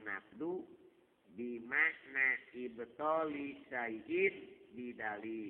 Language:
Sundanese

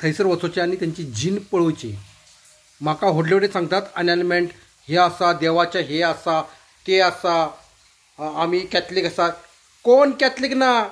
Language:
Konkani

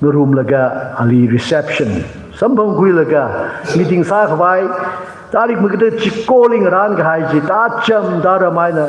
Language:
Tangkhul Naga (India)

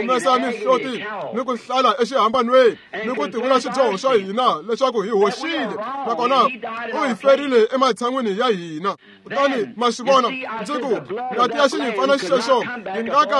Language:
Tsonga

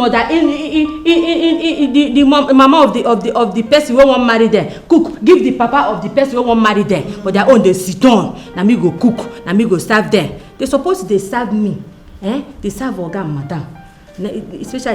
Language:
Nigerian Pidgin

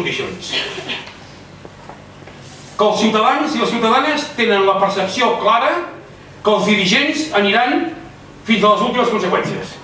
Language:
Catalan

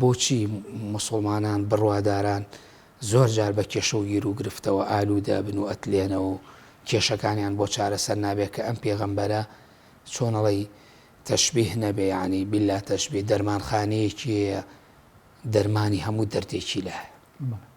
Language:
Central Kurdish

